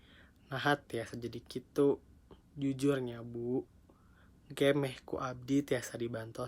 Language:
Sundanese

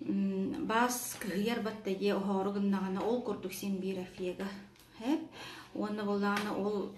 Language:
Yakut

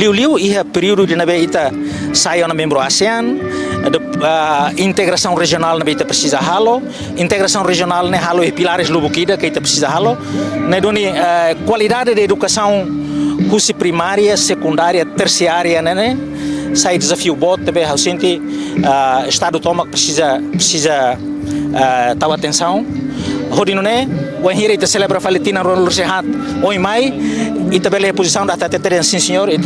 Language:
Tetum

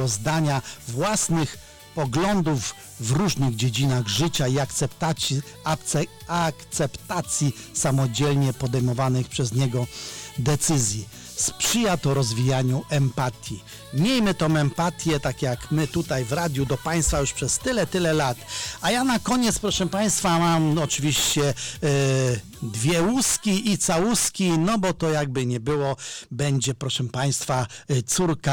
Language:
Polish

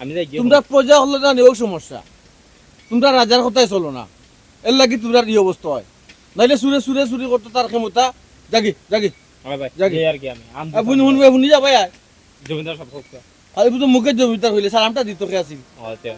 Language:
Sylheti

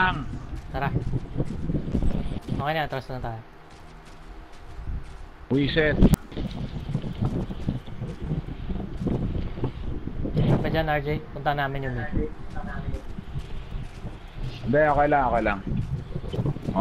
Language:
Filipino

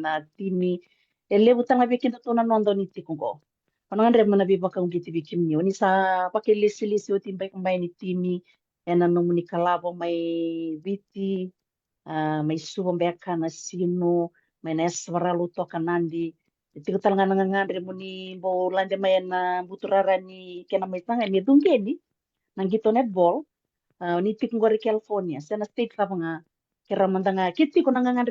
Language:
Fijian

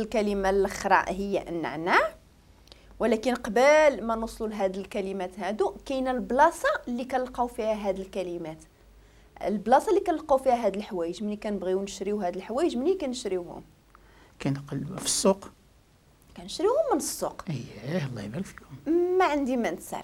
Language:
Moroccan Arabic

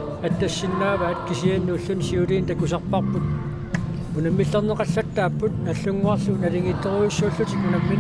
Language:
Kalaallisut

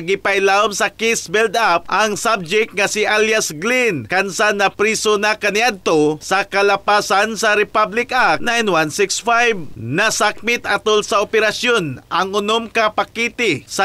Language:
Cebuano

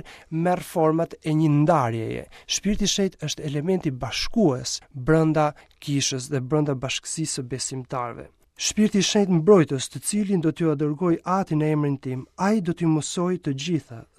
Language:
Albanian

